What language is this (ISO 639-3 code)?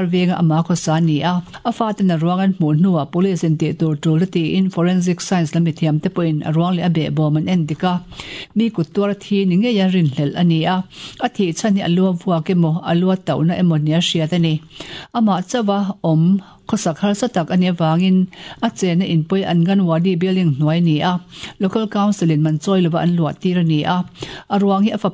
lus